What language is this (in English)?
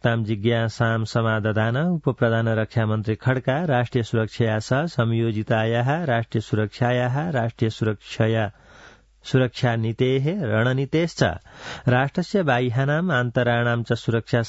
Sanskrit